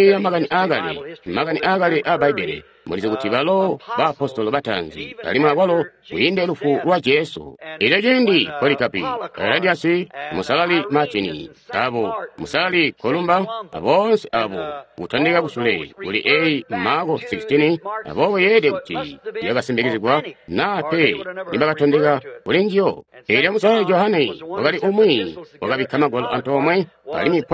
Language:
Tonga (Zambia)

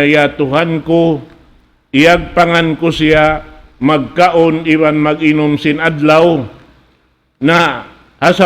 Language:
Tausug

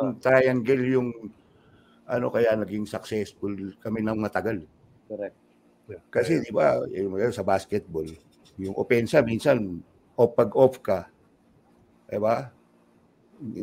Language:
Filipino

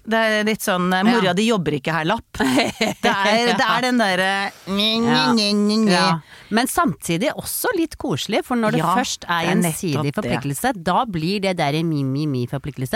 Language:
Norwegian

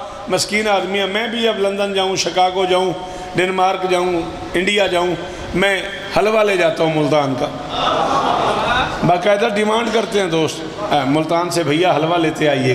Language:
Urdu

